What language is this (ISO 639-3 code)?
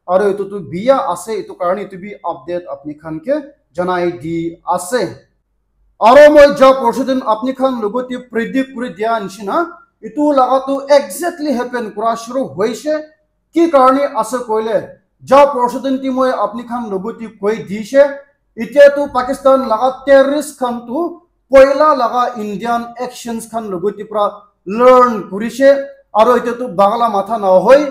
nag